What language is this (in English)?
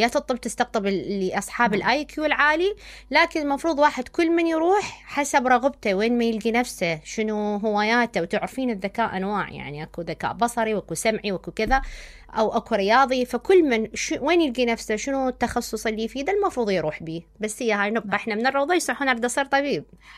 Mesopotamian Arabic